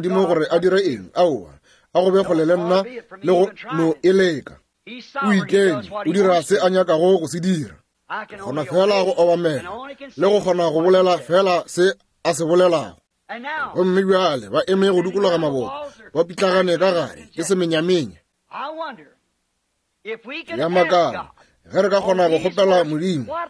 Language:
Northern Sotho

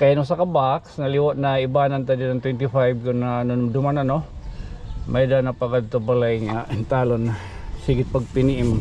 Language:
Waray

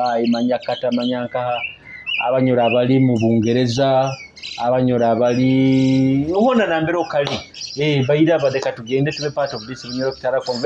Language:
Nyoro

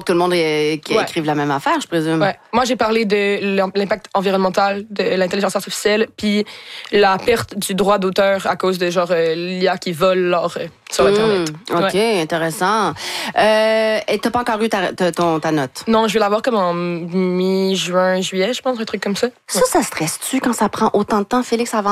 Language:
French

